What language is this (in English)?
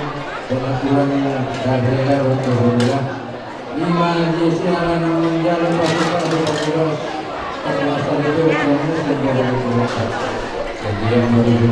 Batak Toba